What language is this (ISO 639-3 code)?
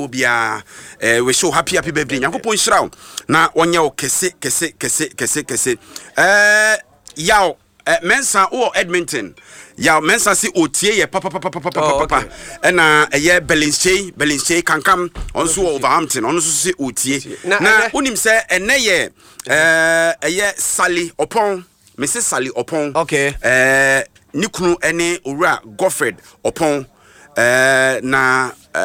aka